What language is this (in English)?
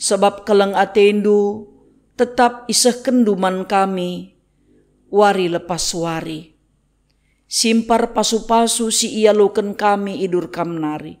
Batak Karo